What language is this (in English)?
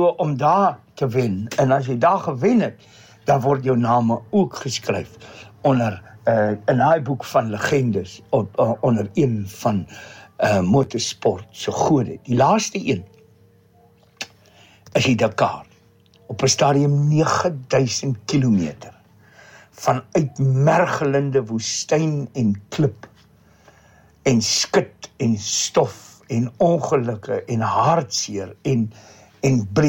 Afrikaans